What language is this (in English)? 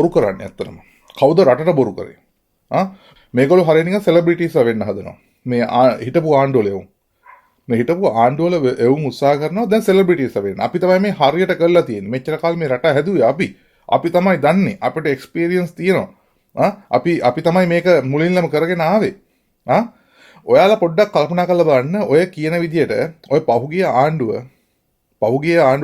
Sinhala